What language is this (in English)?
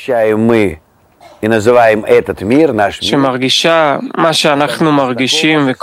Hebrew